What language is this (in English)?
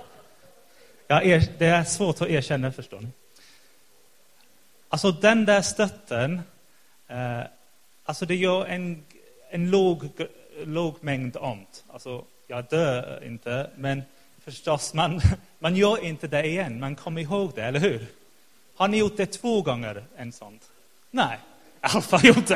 Swedish